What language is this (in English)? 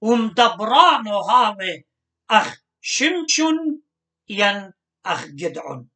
Assyrian Neo-Aramaic